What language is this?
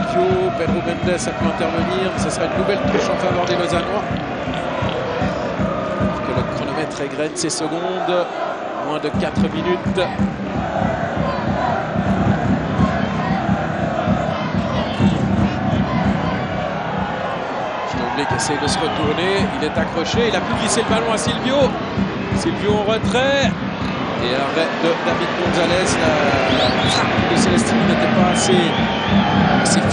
French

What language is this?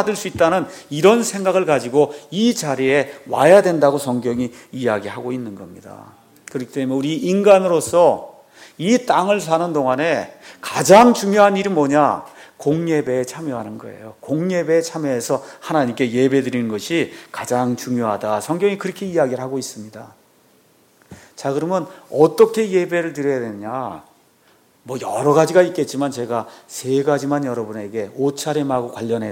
Korean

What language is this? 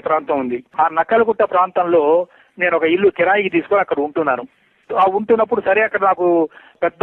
Telugu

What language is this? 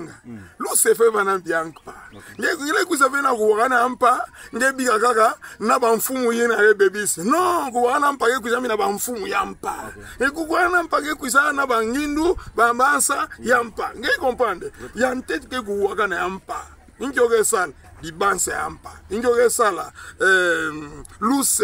Kituba (Democratic Republic of Congo)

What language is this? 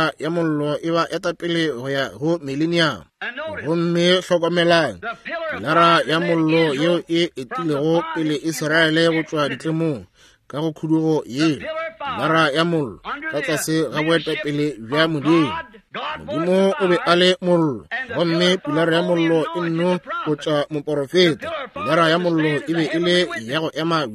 Northern Sotho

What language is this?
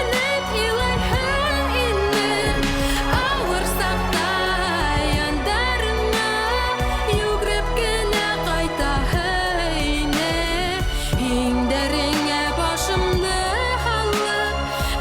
Bashkir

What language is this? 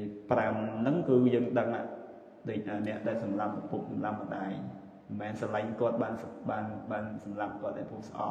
Khmer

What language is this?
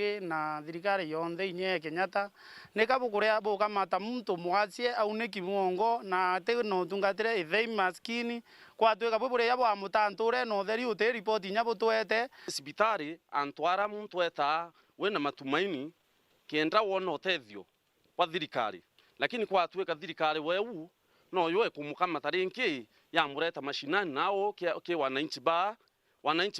Meru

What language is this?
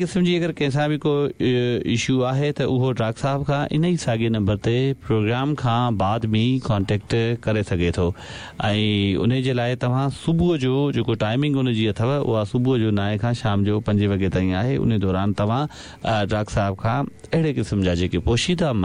Sindhi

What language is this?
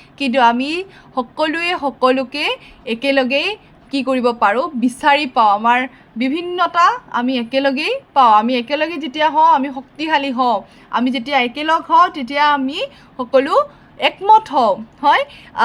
Assamese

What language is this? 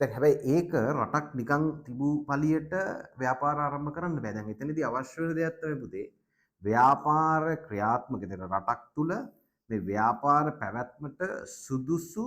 Sinhala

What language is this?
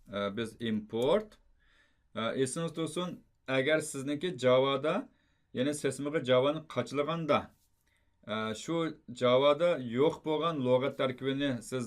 Uyghur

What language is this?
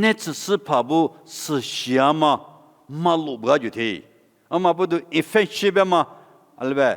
Lisu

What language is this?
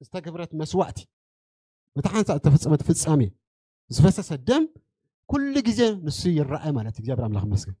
Tigrinya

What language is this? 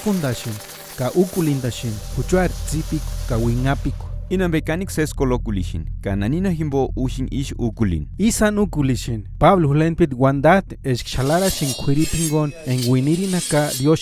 Purepecha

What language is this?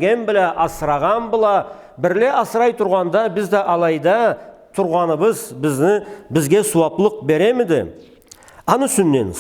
Karachay-Balkar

